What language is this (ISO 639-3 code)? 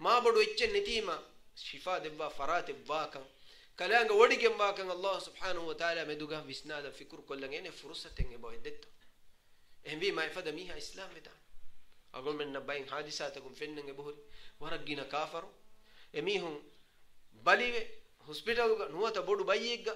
div